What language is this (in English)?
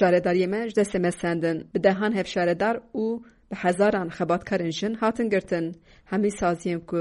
Kurdish